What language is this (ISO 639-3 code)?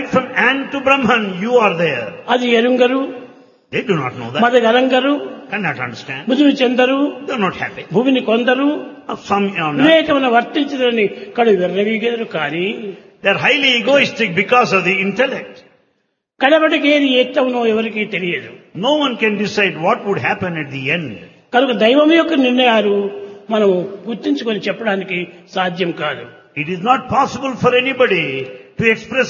tel